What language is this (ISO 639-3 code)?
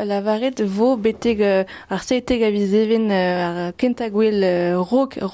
bre